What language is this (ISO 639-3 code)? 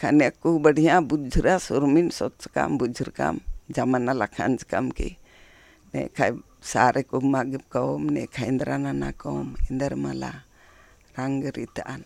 kru